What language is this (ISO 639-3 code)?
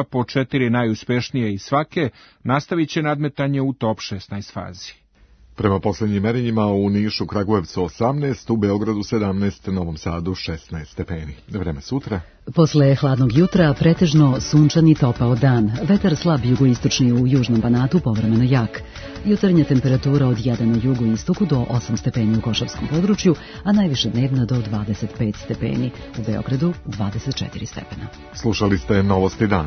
srp